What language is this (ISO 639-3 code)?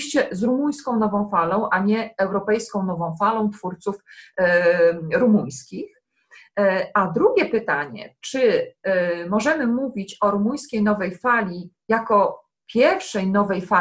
pol